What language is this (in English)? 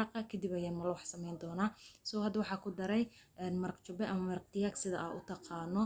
Somali